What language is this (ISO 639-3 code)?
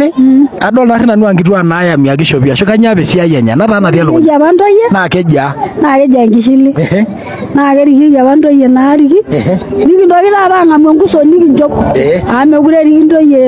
mas